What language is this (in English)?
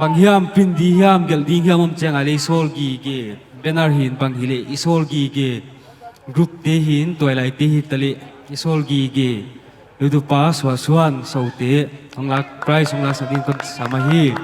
Paite Chin